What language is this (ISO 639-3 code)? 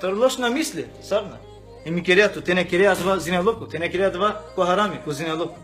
rmn